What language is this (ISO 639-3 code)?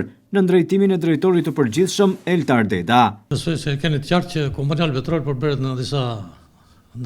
sqi